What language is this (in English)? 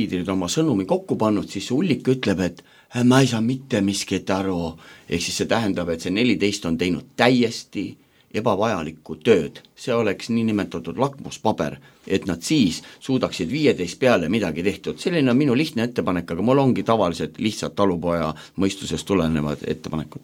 Estonian